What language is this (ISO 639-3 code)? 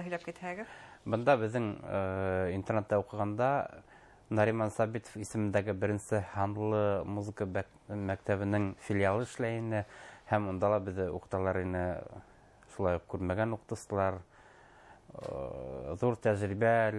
bak